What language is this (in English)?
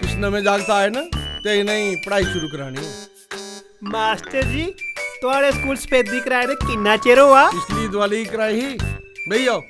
Dogri